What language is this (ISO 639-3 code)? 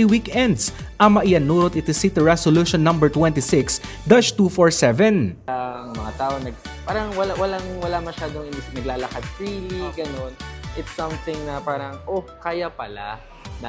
ilo